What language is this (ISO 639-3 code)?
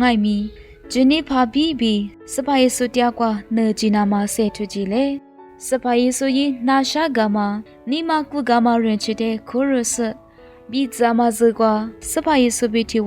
lis